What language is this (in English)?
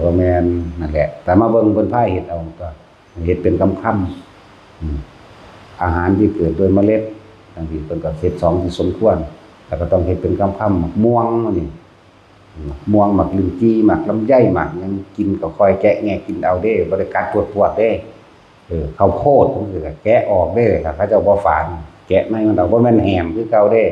Northeastern Thai